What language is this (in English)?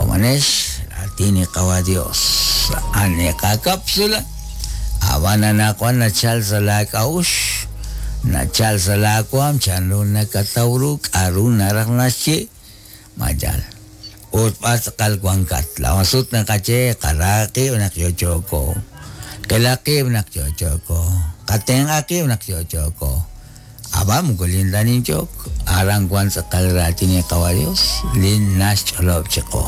Kekchí